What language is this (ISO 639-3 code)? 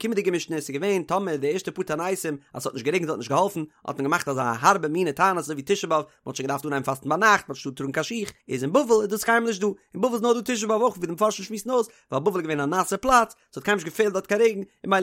yid